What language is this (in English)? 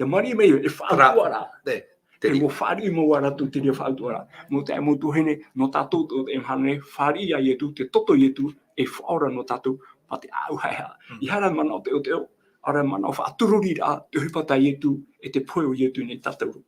Tahitian